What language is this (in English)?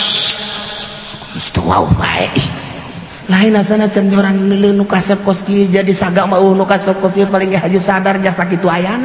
Sundanese